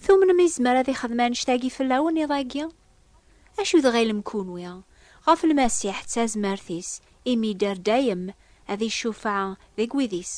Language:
Kabyle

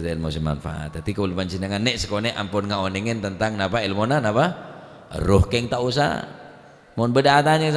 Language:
Madurese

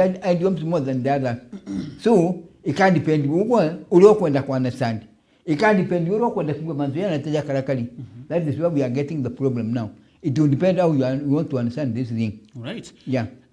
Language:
Meru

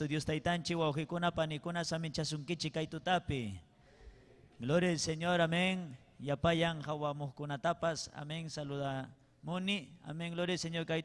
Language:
Ayacucho Quechua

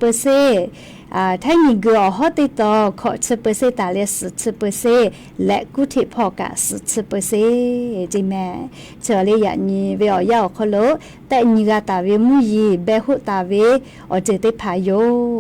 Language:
Lahu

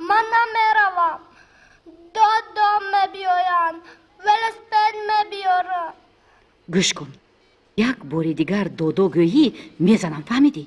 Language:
Tajik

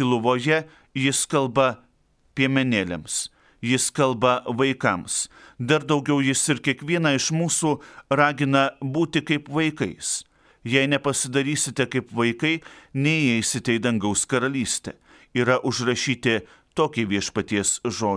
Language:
Lithuanian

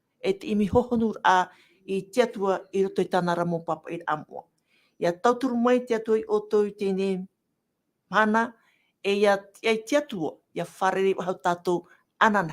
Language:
Tahitian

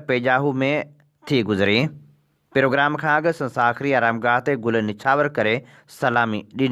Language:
Sindhi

